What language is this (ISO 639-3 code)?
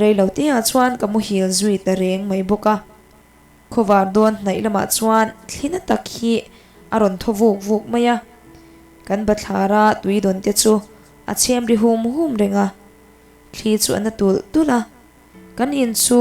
lus